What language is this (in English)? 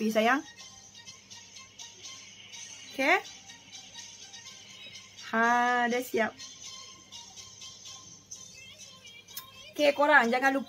Malay